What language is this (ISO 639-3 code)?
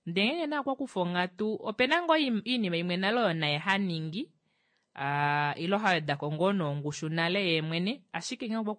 kua